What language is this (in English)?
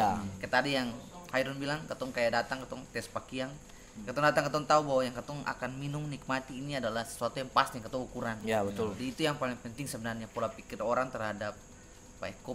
Ambonese Malay